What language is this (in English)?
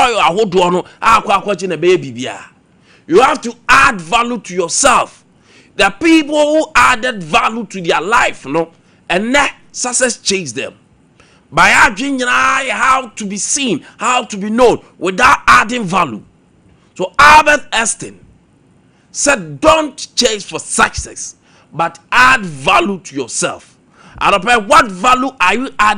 Akan